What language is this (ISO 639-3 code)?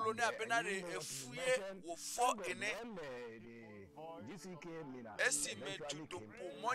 ewe